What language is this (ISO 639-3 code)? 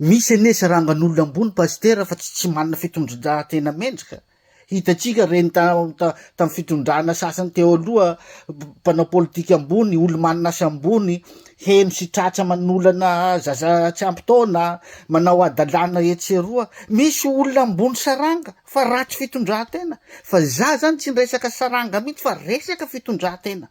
mlg